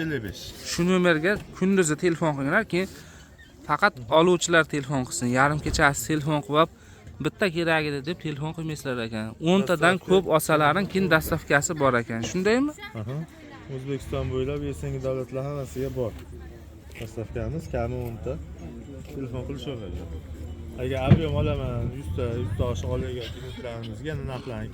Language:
Uzbek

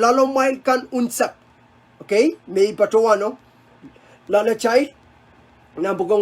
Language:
Pohnpeian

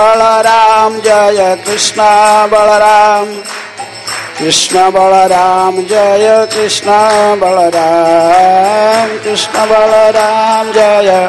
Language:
Hindi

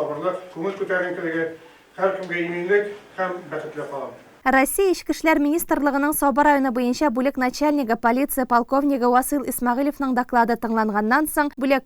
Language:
Tatar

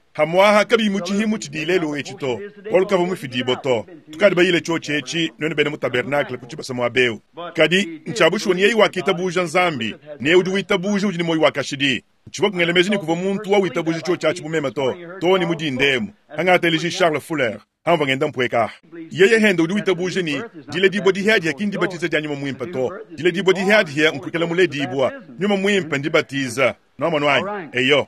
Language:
Luba-Lulua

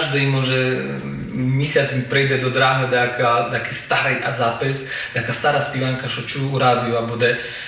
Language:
Rusyn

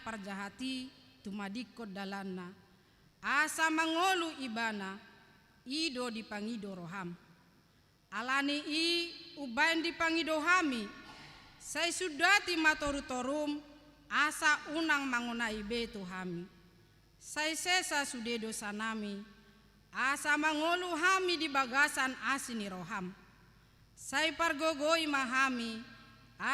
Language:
Batak Toba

